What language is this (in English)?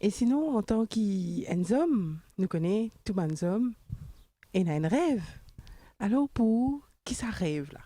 Morisyen